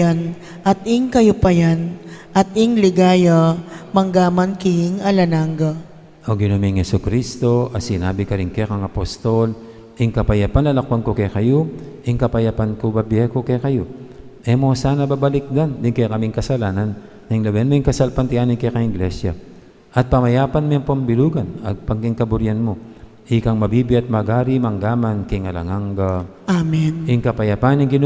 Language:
Pampanga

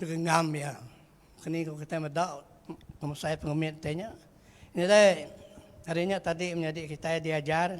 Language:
Iban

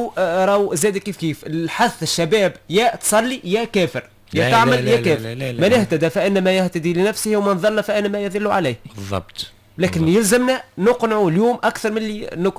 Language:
Tunisian Arabic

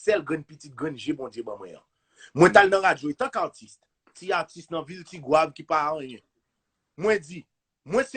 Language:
Haitian Creole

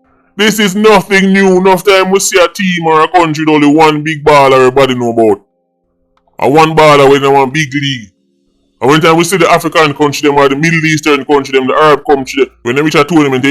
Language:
Jamaican Creole English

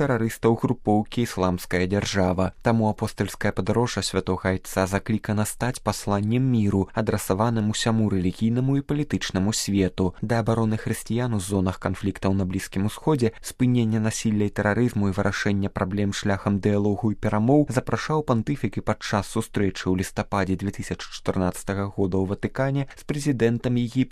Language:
Belarusian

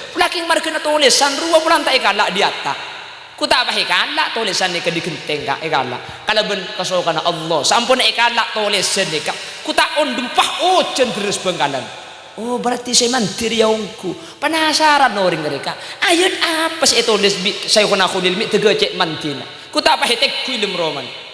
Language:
Madurese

